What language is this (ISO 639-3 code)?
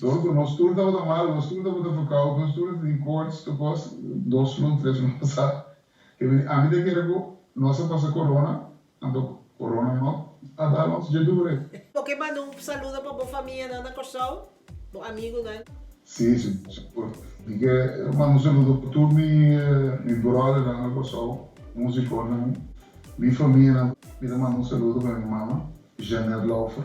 pap